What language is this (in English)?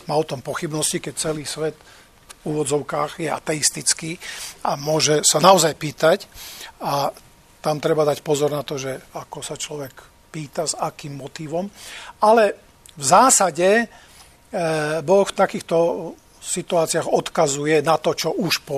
Slovak